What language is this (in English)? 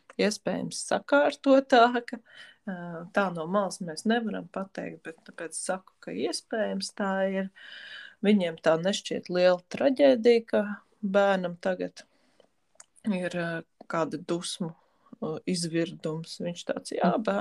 Latvian